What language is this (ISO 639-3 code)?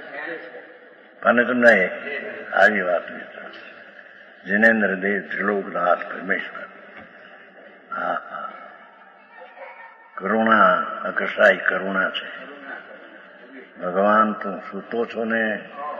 guj